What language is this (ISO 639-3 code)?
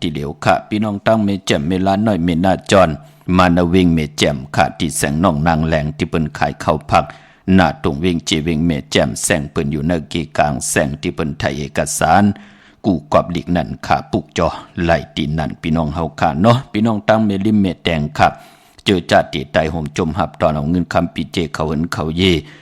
shn